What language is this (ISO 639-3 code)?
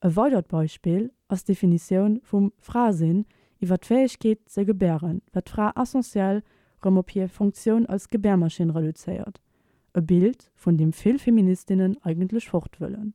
ltz